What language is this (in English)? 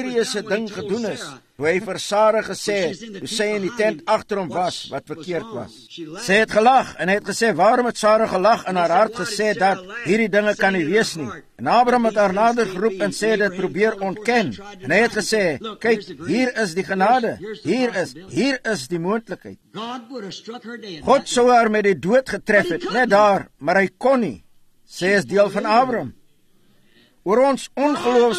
Afrikaans